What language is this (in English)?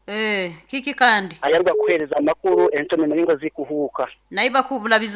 Nyoro